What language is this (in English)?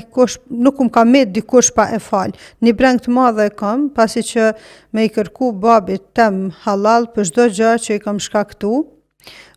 Albanian